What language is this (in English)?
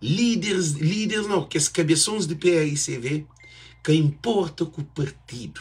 Kabuverdianu